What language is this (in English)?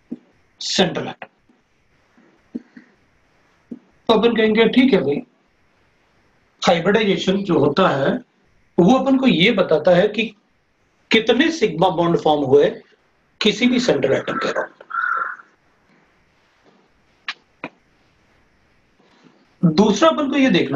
Hindi